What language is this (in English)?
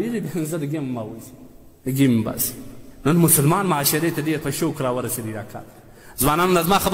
Pashto